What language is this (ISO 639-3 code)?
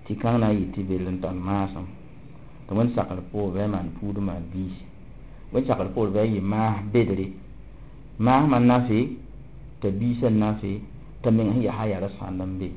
mos